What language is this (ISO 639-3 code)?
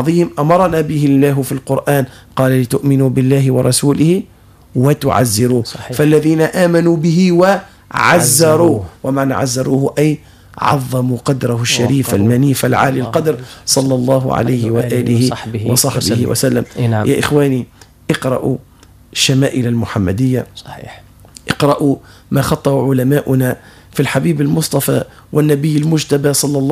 ara